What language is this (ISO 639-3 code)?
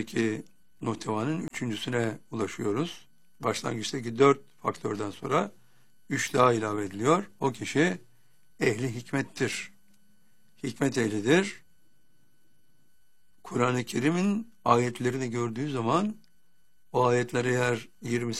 tur